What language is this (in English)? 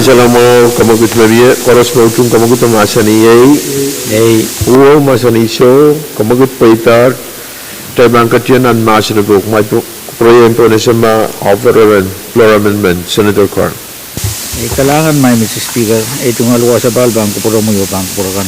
Pohnpeian